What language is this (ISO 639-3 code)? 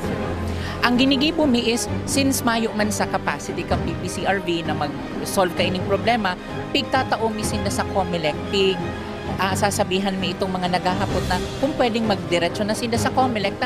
bik